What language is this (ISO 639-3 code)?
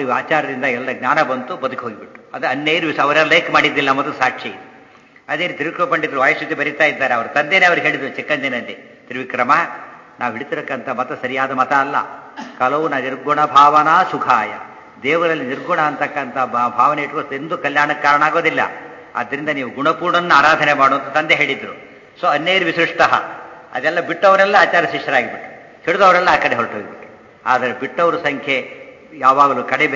kan